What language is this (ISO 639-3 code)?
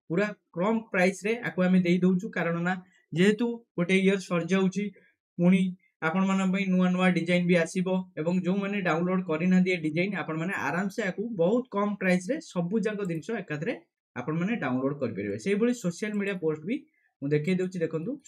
ori